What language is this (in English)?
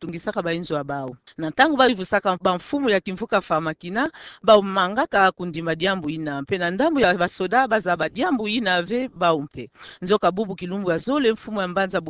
Kituba (Democratic Republic of Congo)